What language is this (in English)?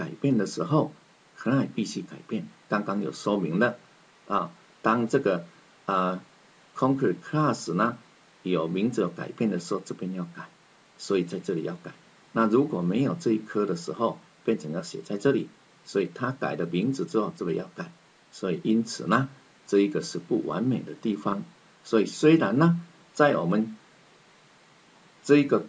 Chinese